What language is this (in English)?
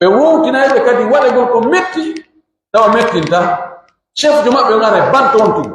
Pular